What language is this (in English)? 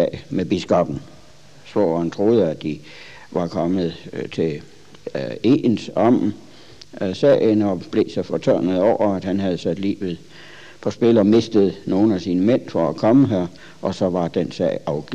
Danish